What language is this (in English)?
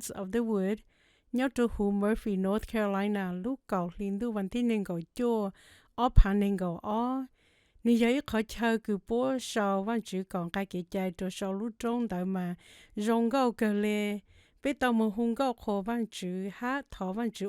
Hmong